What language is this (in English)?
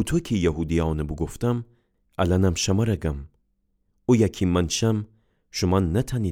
Gilaki